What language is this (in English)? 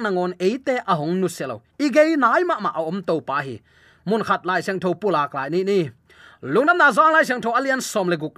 Tedim Chin